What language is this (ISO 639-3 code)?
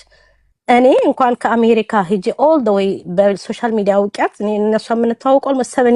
amh